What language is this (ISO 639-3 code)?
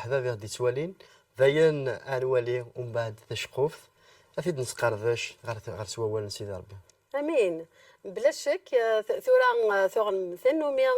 kab